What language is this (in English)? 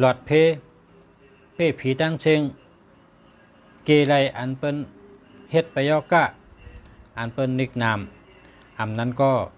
Shan